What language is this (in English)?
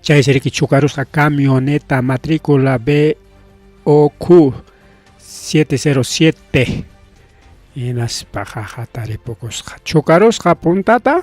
Ayacucho Quechua